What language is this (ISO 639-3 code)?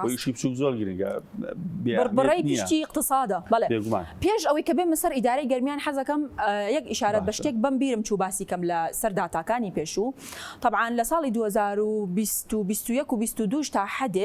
ckb